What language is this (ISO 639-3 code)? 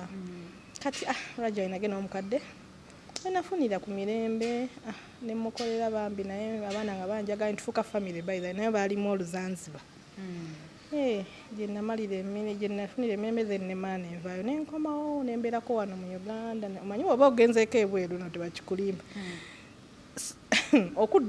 lug